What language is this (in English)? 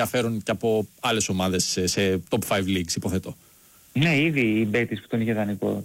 Greek